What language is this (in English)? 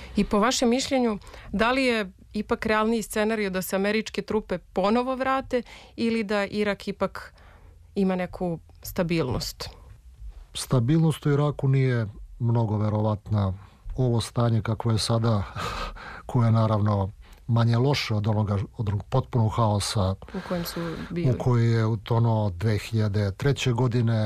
Serbian